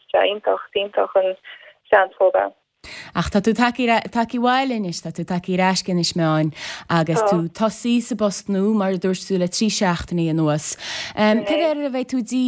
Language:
Irish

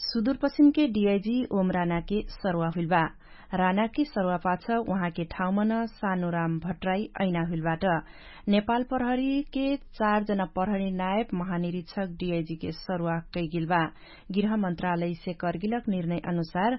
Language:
Dangaura Tharu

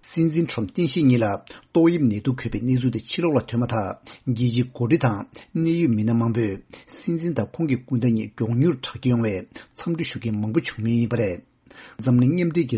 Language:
Tibetan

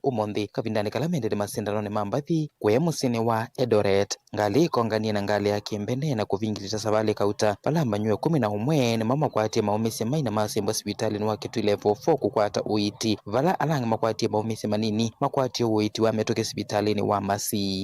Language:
Kamba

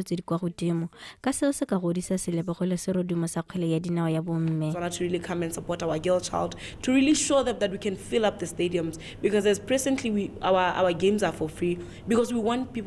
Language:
Tswana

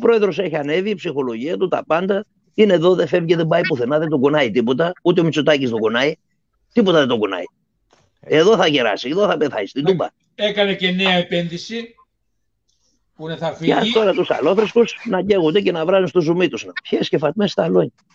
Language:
Greek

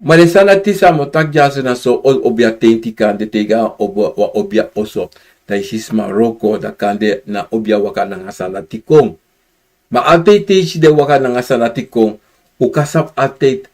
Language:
Sranan Tongo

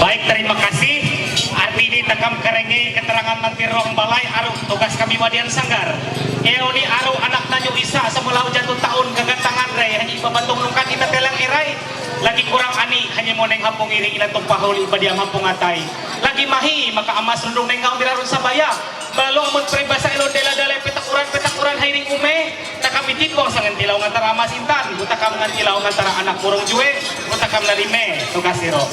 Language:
Ma'anyan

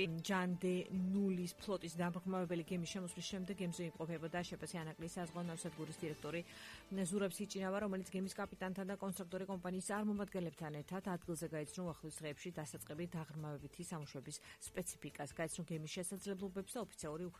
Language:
Georgian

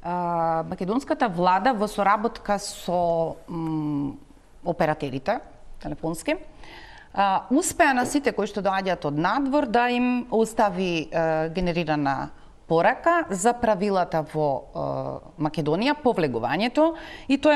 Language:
Macedonian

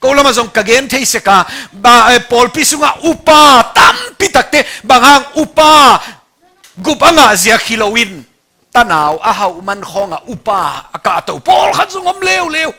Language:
Tedim Chin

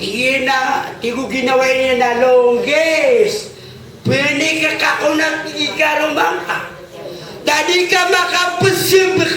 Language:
Maranao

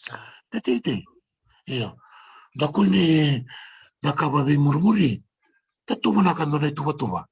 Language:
Fijian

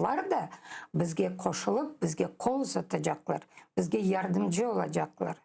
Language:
Crimean Tatar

